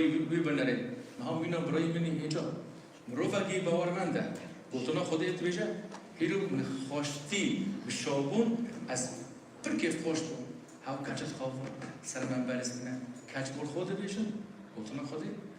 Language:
Kurdish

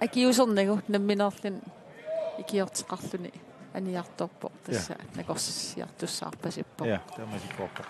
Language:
Kalaallisut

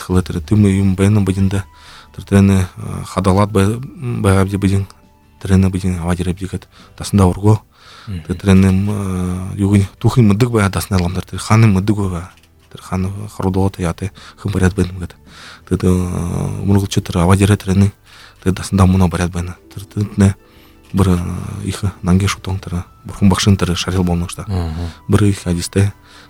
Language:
Buriat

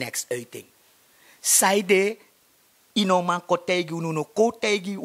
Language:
Sranan Tongo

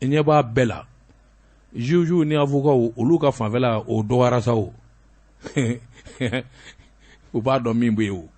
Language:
Bambara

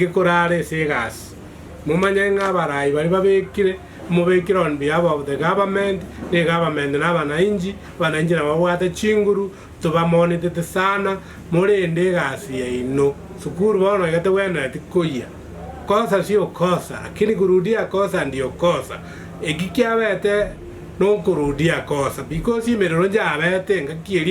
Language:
Gusii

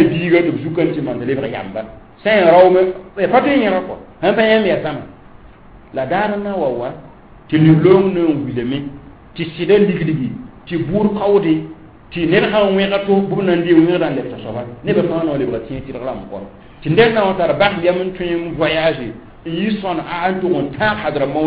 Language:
Mossi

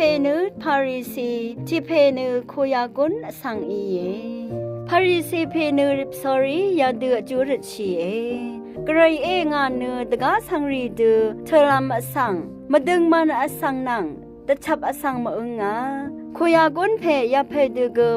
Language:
Rawang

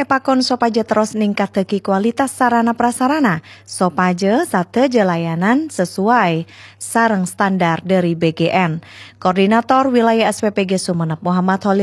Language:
Madurese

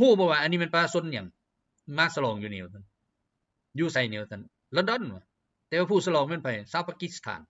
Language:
Lao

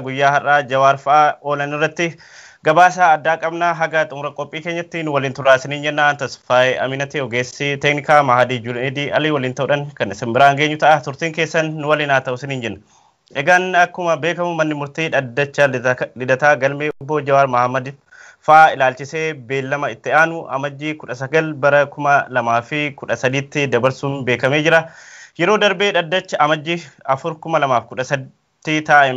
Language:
Oromo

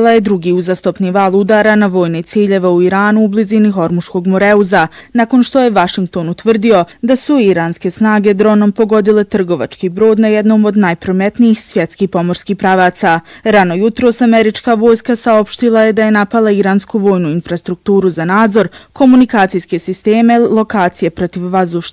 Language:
Bosnian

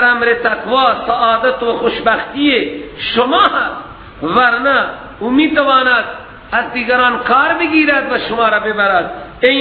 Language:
Persian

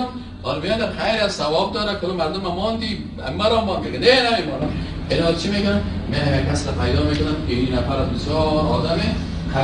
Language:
Persian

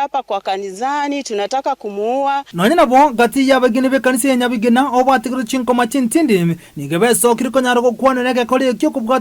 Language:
Gusii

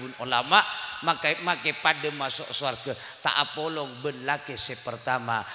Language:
Madurese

